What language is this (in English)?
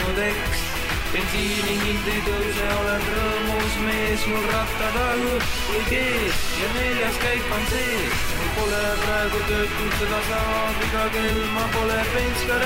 Estonian